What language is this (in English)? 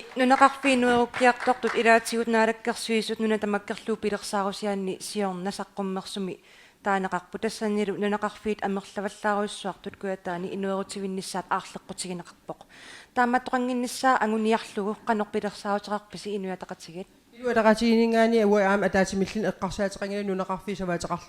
Kalaallisut